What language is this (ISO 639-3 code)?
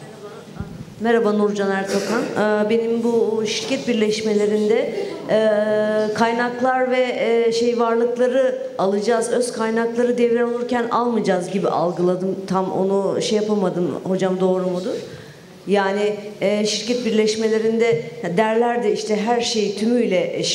tur